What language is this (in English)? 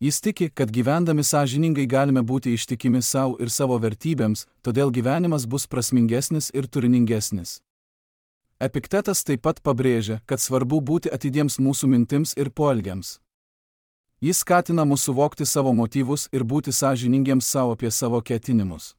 Lithuanian